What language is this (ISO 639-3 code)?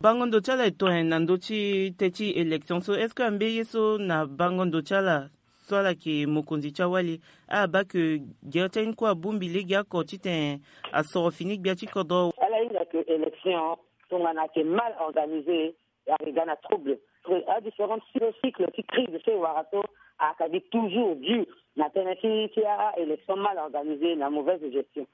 sag